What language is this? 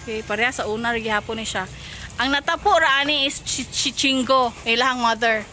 Cebuano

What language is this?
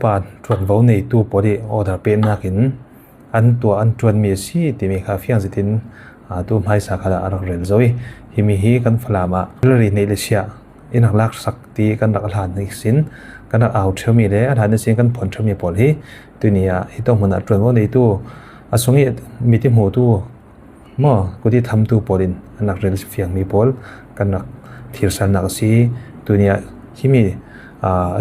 Falam Chin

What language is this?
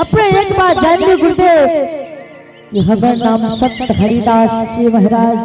Angika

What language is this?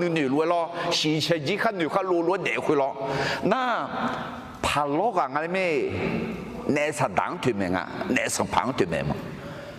Akha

